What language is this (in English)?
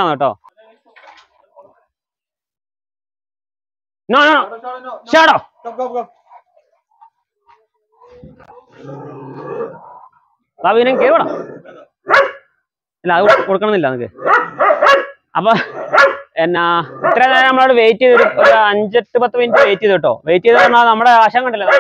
Malayalam